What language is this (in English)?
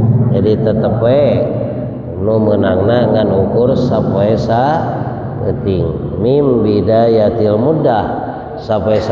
Sundanese